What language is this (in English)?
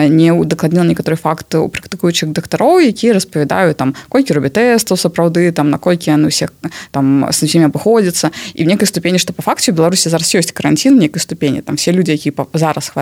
Belarusian